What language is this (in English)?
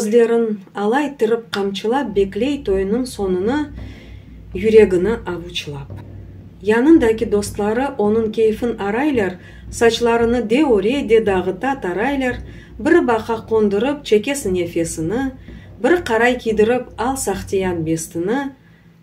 Crimean Tatar